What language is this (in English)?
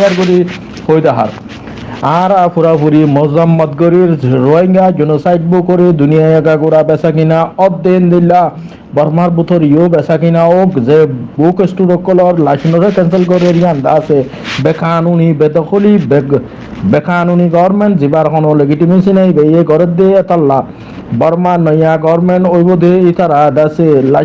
Rohingya